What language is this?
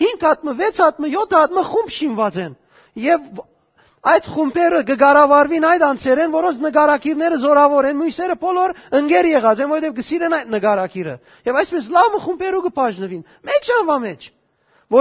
Western Armenian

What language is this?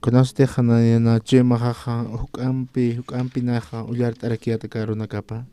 Aymara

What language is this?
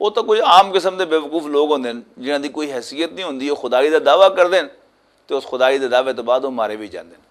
Western Panjabi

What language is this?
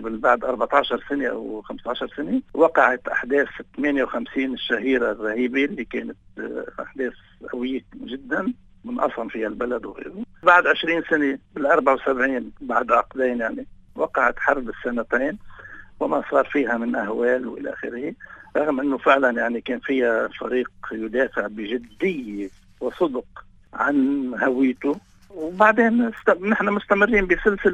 North Levantine Arabic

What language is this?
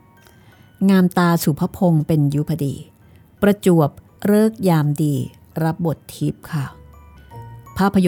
Thai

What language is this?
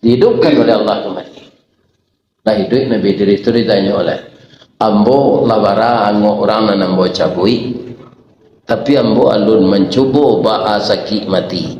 Minangkabau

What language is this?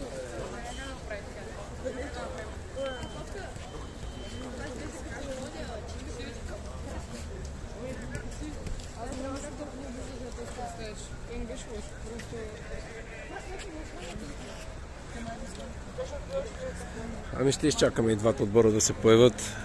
Bulgarian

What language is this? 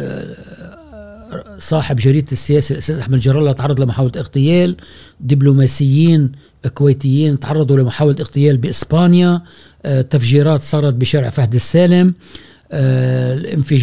Gulf Arabic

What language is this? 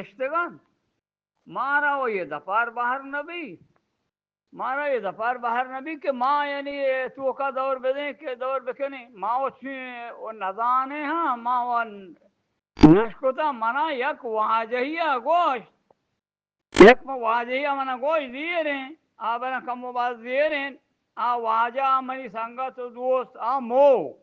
Eastern Balochi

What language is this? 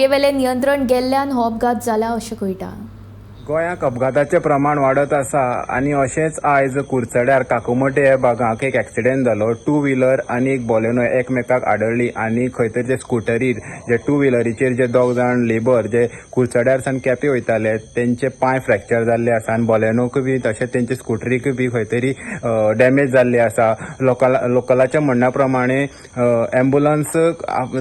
Konkani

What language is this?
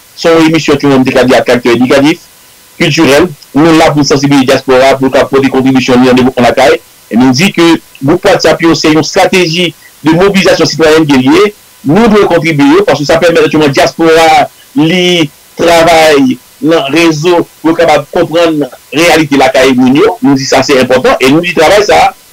Haitian Creole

